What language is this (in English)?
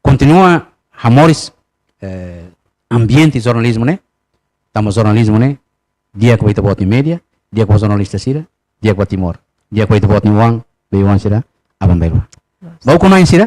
Tetum